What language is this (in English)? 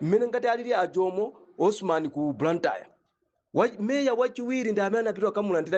Nyanja